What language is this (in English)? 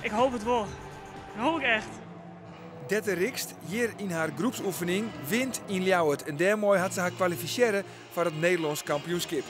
Western Frisian